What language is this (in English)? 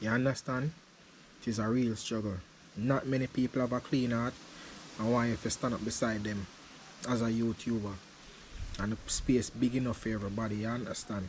Jamaican Creole English